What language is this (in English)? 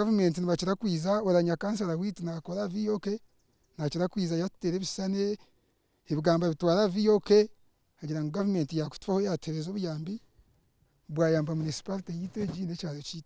Nyankole